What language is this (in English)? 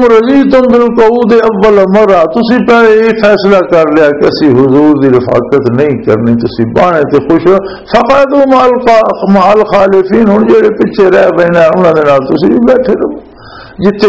Urdu